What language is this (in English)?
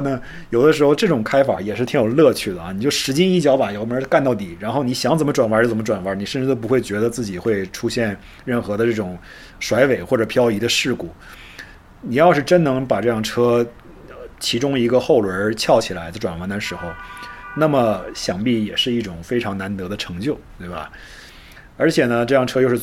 Chinese